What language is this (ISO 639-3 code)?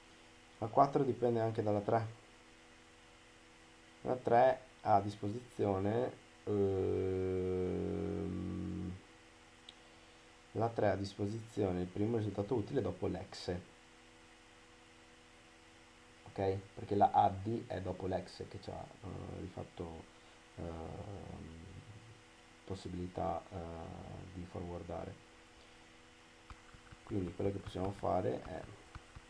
ita